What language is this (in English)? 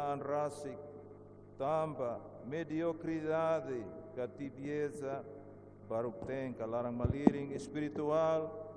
Tetum